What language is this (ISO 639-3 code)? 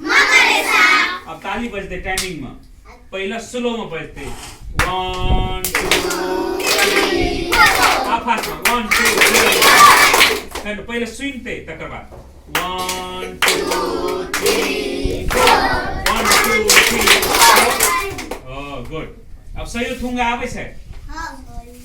mai